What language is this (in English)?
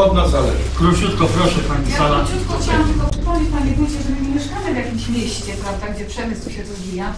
Polish